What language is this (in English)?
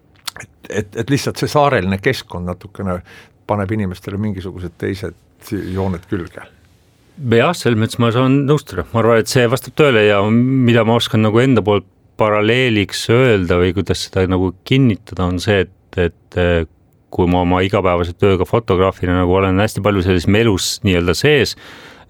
Estonian